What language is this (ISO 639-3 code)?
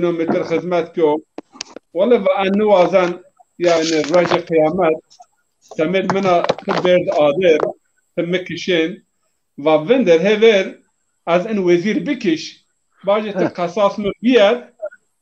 zza